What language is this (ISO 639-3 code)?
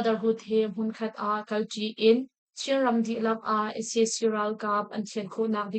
cnh